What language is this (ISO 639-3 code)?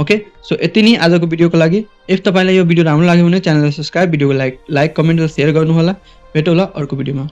nep